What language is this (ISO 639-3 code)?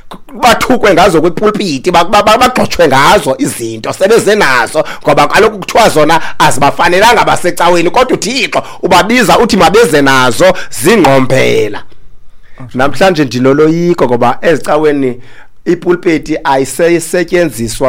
xho